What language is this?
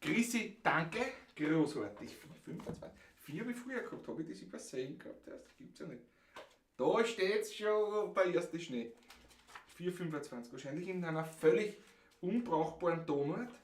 Bavarian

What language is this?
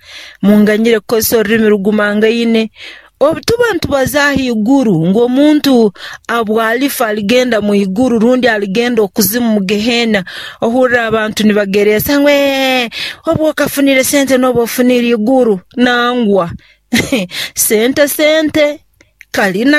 Nyoro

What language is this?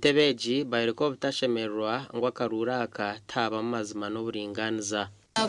Nyankole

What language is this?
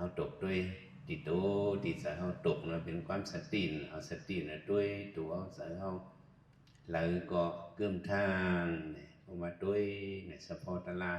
Shan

